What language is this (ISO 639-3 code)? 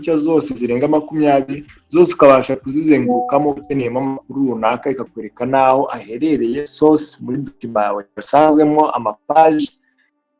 kin